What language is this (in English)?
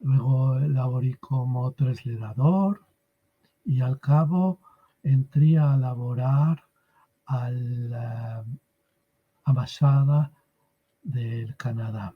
Ladino